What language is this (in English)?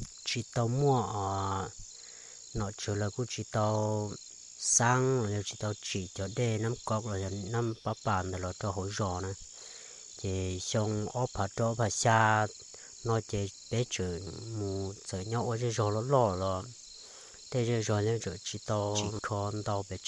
Hmong